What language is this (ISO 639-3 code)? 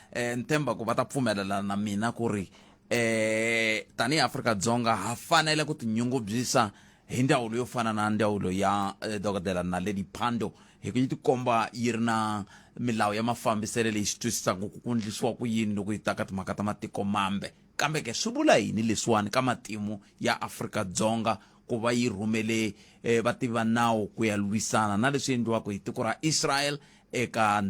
tso